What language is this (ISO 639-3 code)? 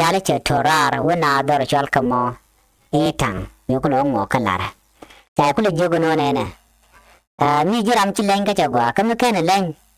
nus